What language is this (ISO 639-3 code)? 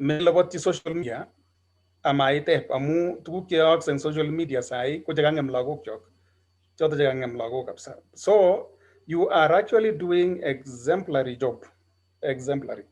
kln